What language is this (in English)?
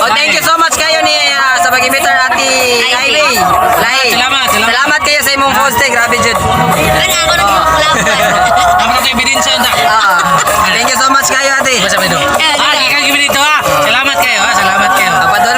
Cebuano